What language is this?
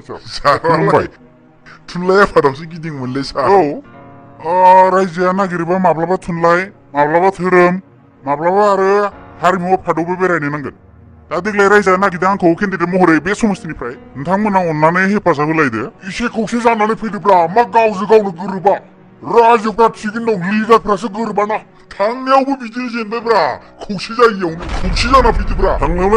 Bodo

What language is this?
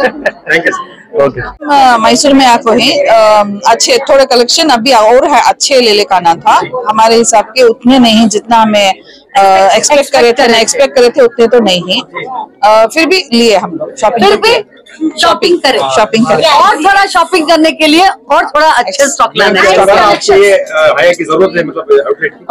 Hindi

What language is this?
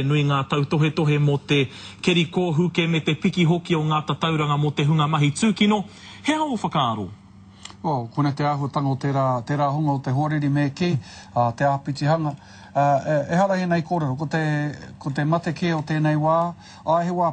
Māori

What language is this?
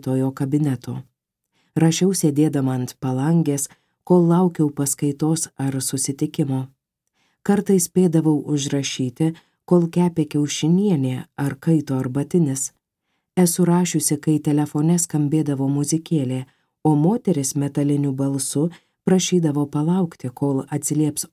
Lithuanian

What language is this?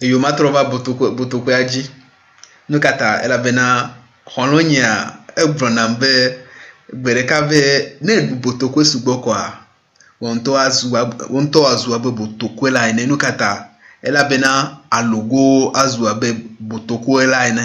Ewe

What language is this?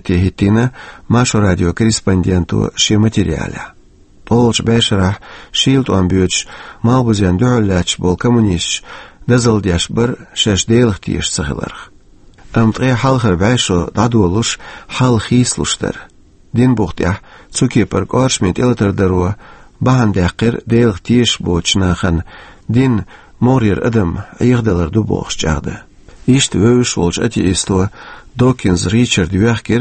Chechen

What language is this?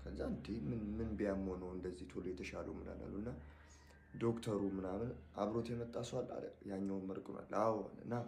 Amharic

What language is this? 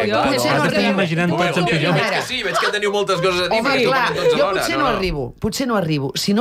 Catalan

